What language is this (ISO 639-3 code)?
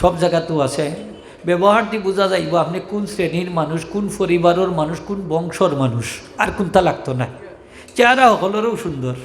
syl